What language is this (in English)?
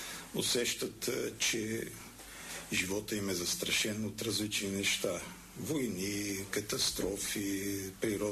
Bulgarian